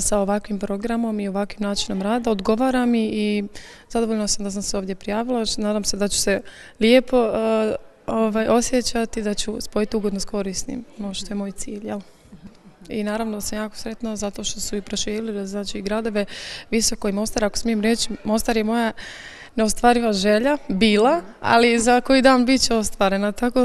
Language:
Bosnian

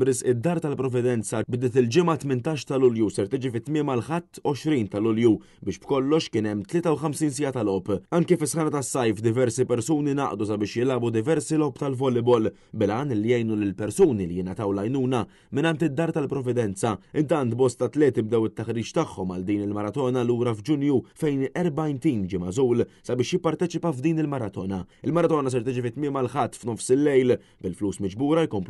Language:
Maltese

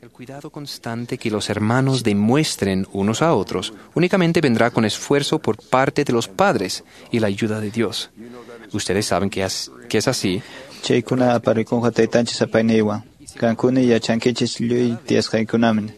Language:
Quechua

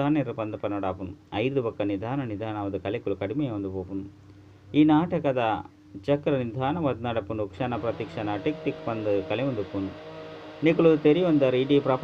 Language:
Tulu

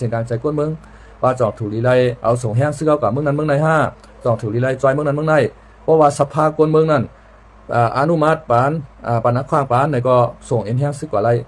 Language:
Shan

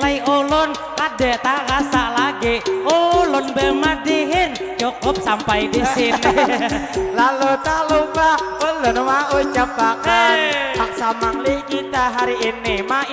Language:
Banjar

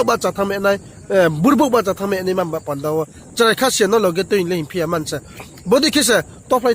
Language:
Riang (India)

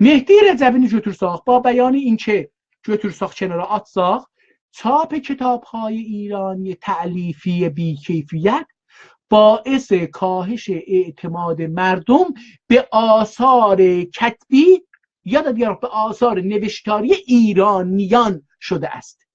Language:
South Azerbaijani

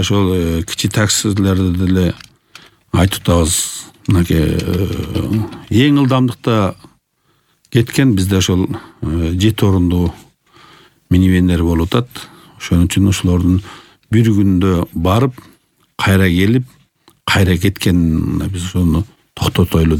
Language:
Kyrgyz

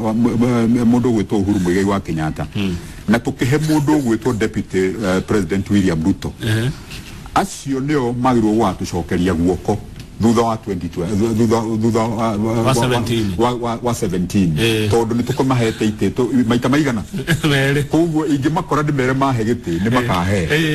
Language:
Kikuyu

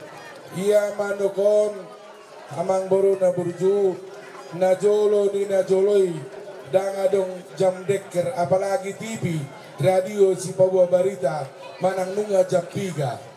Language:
Batak Toba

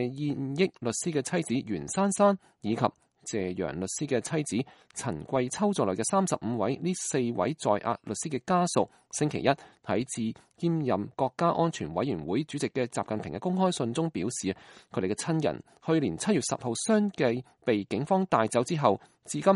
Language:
Cantonese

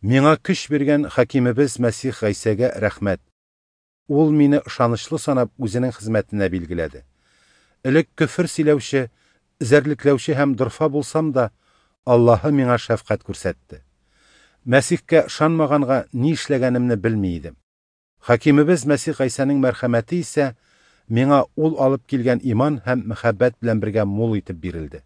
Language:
Tatar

